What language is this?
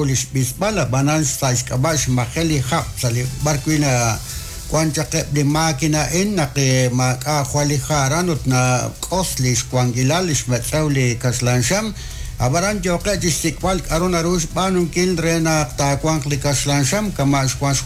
Kekchí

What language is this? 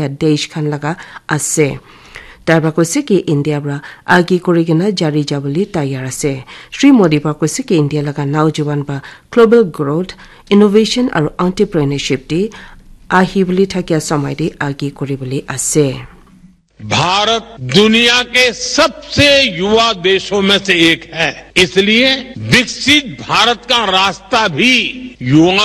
Naga Pidgin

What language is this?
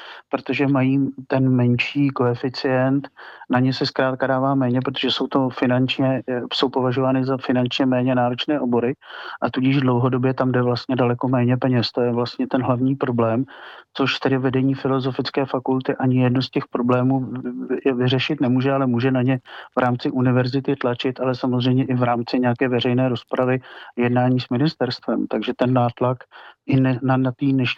Czech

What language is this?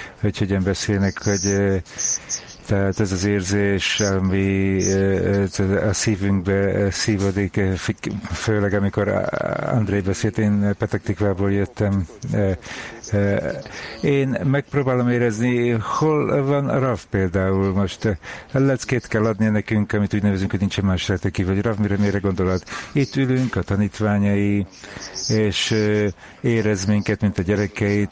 Hungarian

